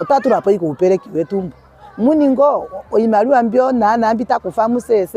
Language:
Ndonga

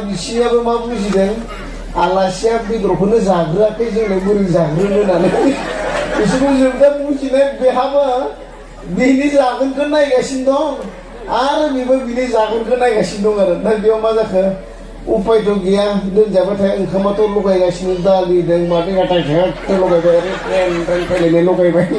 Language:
Bodo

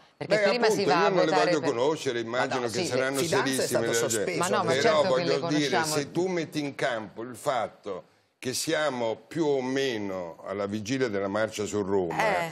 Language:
Italian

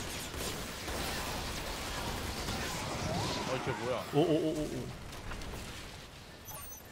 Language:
Korean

